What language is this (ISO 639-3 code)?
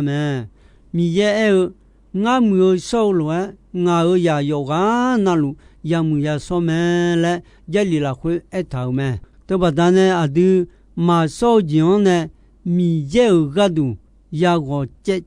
ahk